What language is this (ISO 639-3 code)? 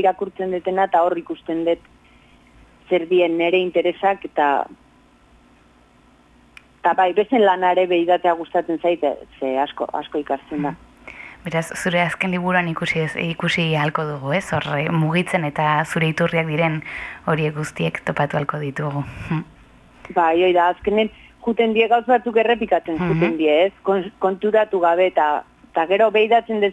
eus